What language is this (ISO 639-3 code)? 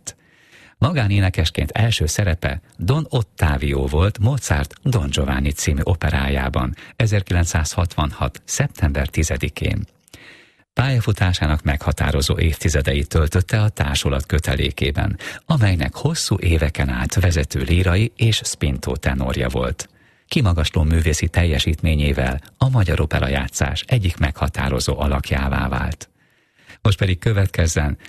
hun